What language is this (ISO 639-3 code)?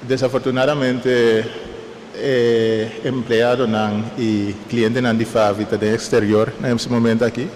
pap